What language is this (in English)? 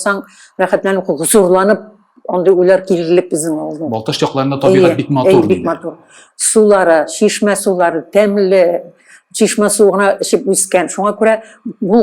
Tatar